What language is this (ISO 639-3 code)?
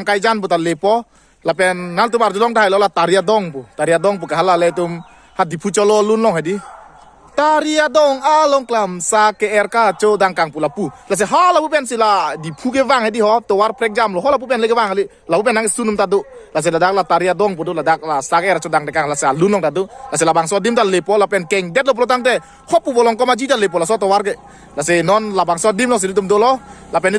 mjw